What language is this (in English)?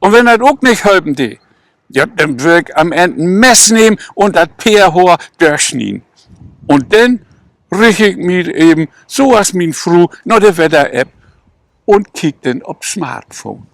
Low German